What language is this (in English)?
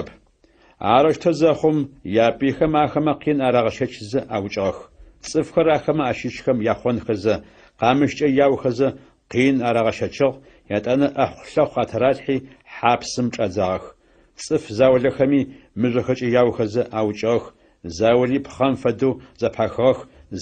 Adyghe